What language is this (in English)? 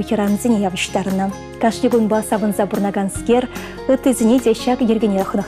Chuvash